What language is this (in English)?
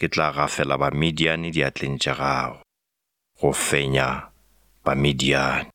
Northern Sotho